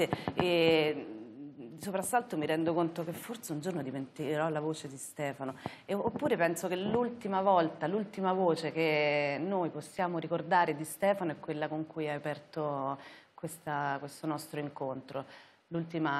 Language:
Italian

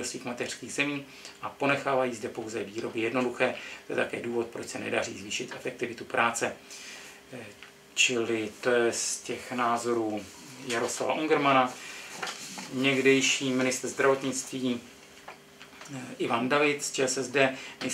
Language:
Czech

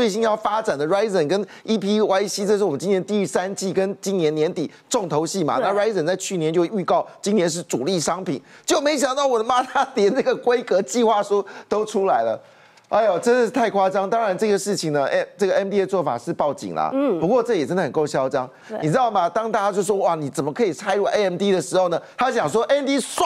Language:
Chinese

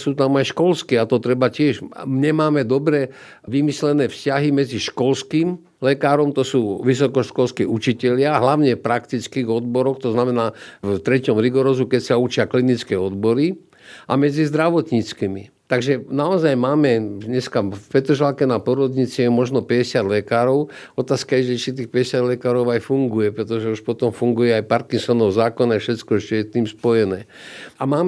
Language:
Slovak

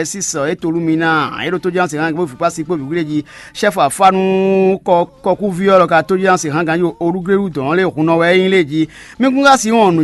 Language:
Fon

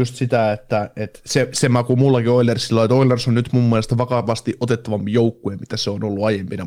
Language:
Finnish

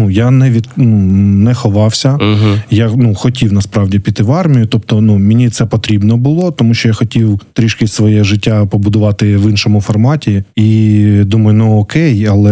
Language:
Ukrainian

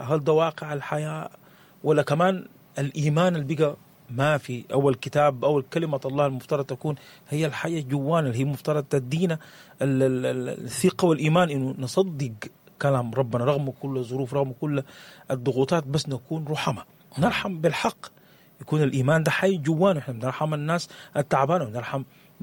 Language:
Sudanese Arabic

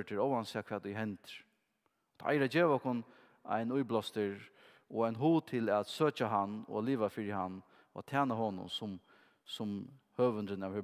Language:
Faroese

